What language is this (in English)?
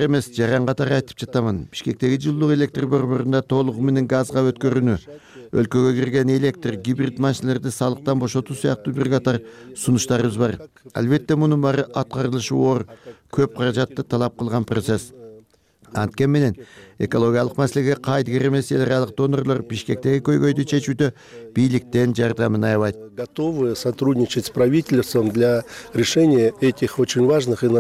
Kyrgyz